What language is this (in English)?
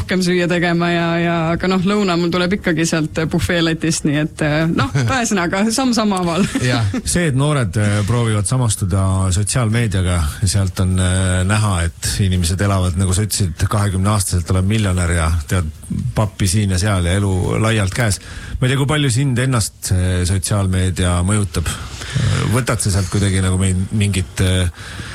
Estonian